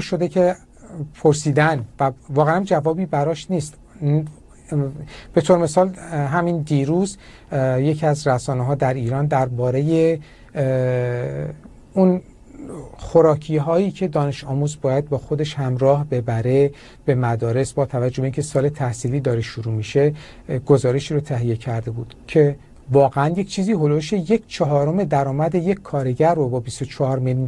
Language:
Persian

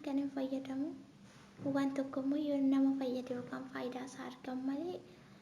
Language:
Oromo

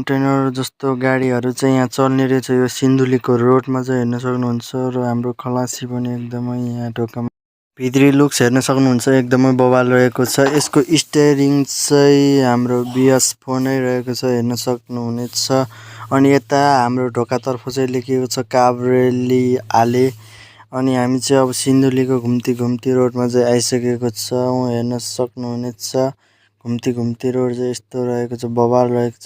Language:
Nepali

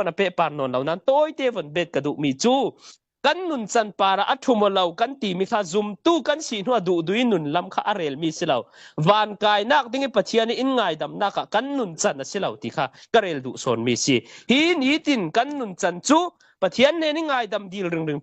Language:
Falam Chin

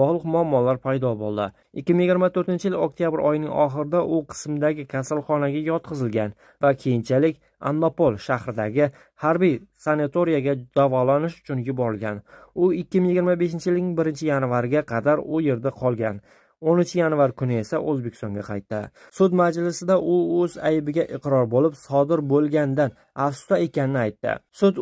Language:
Uzbek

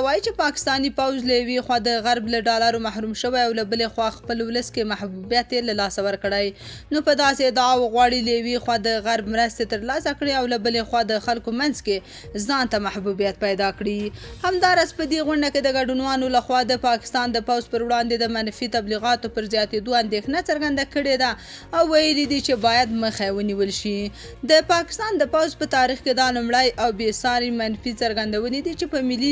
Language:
Pashto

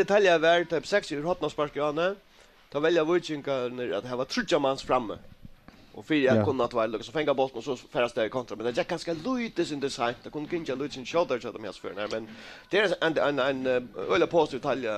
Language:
Faroese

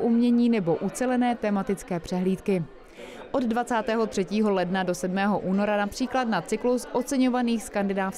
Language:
Czech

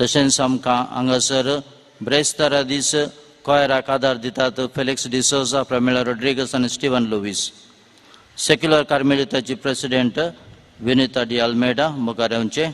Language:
Konkani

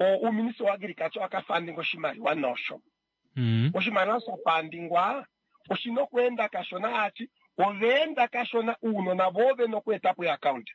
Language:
Kuanyama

